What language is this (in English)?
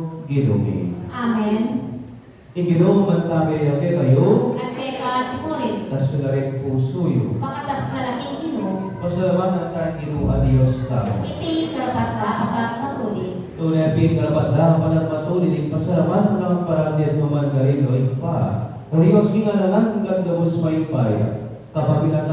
Pampanga